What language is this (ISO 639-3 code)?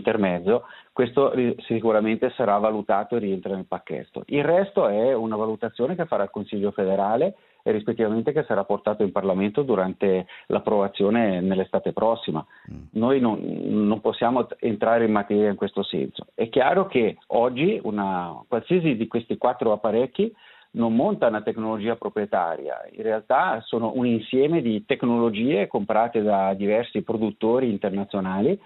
ita